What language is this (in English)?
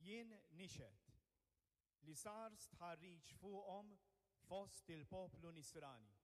Maltese